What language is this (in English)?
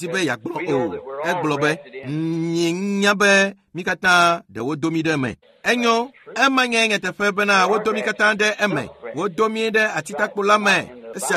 Ewe